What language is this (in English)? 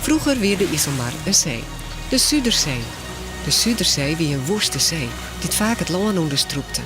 Western Frisian